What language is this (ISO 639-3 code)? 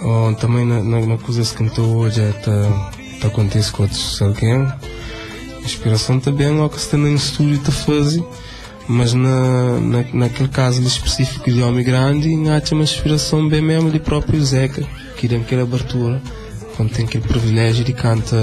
kea